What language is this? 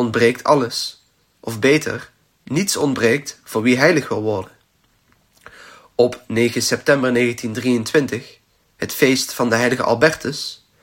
Dutch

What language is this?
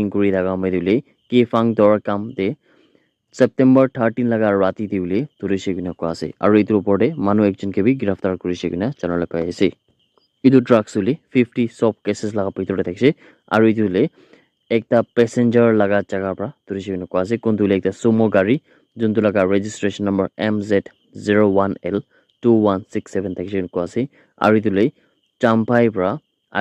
Naga Pidgin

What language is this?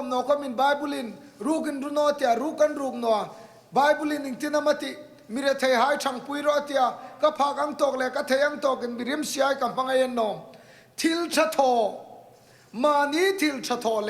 Hmar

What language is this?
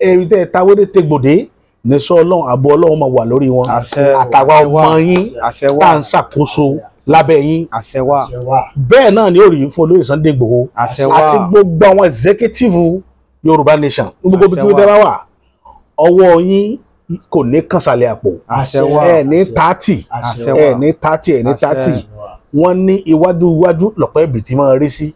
Yoruba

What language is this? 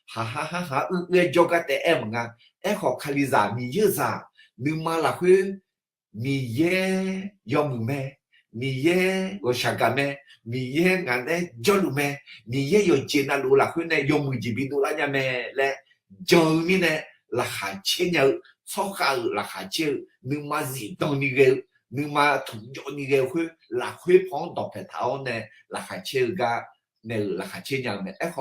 Akha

